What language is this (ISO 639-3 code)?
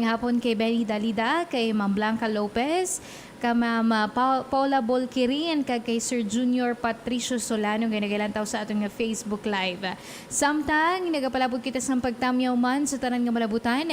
hil